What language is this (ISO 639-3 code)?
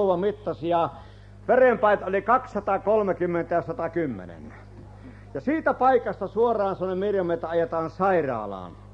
fin